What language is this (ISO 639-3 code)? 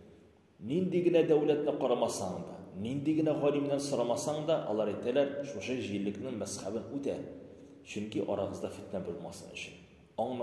tat